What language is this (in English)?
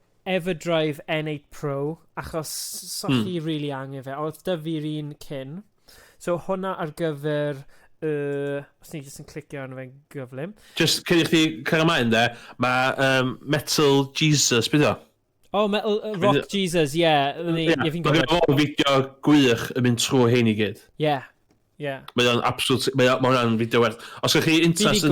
Welsh